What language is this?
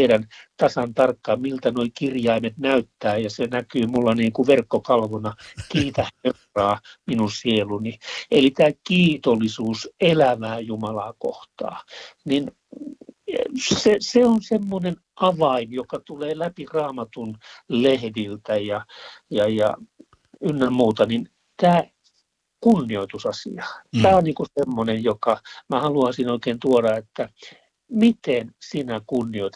Finnish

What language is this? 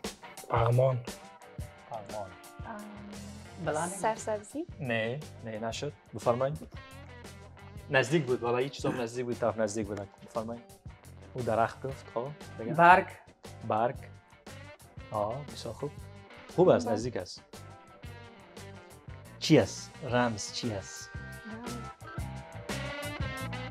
Persian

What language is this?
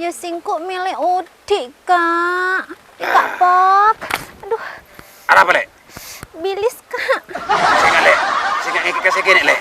Madurese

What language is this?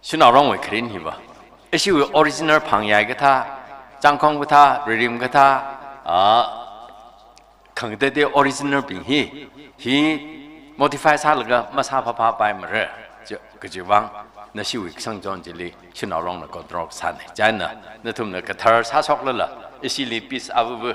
Tangkhul Naga (India)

